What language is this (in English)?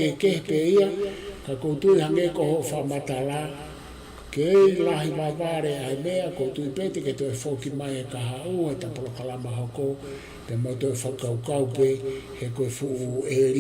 Tongan